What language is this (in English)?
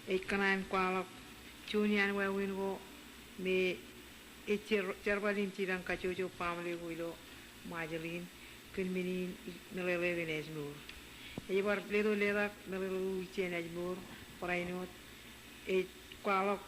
Marshallese